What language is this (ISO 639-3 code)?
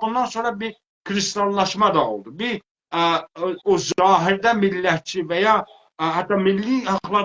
azb